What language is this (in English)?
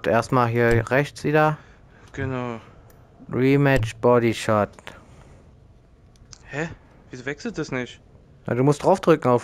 German